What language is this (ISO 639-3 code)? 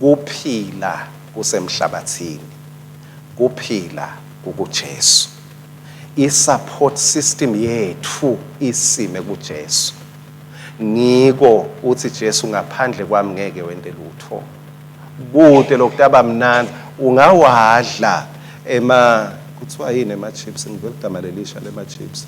ssw